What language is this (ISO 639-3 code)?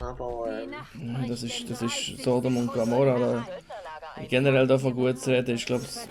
gsw